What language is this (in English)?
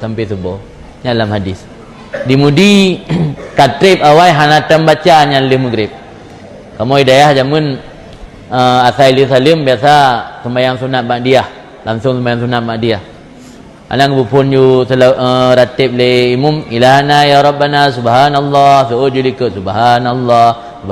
Achinese